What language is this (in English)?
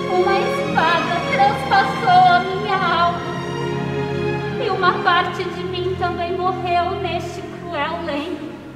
Portuguese